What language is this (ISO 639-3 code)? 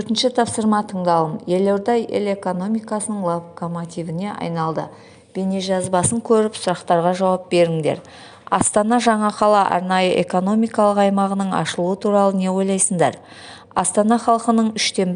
kaz